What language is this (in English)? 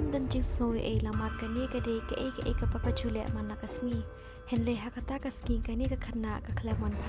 Khasi